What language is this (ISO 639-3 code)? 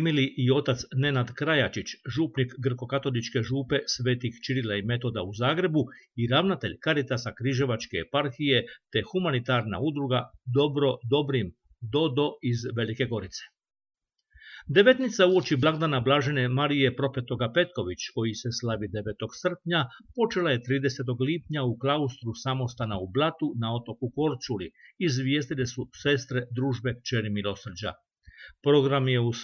hrv